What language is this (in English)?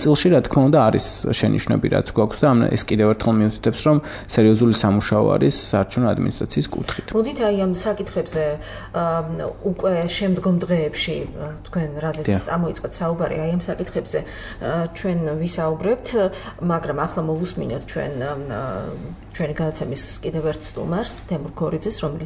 Georgian